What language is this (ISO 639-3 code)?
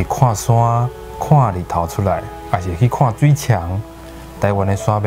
nan